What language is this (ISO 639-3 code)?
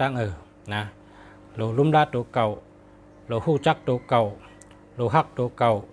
shn